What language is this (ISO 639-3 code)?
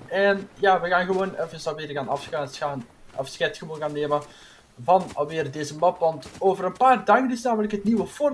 nld